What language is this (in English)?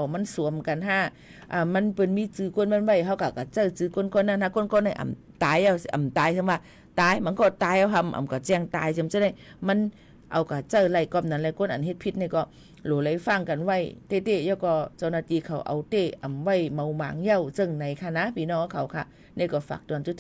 Shan